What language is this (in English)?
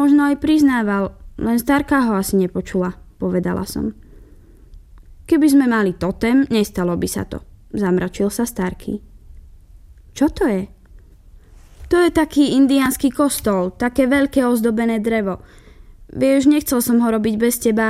Slovak